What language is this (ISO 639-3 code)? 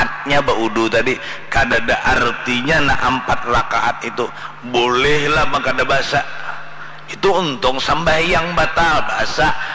bjn